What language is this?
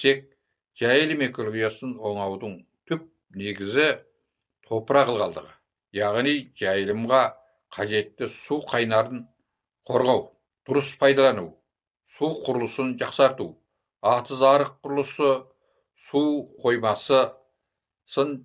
Kazakh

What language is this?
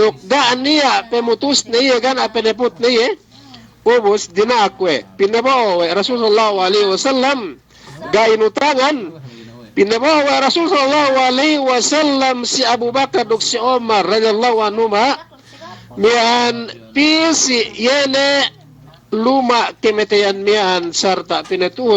Yakan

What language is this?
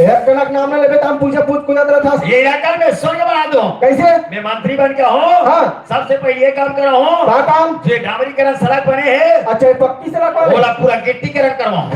Chhattisgarhi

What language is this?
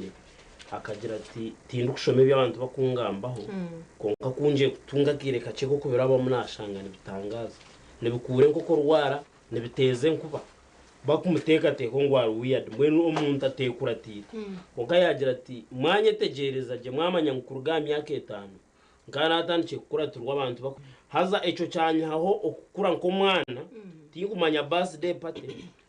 Nyankole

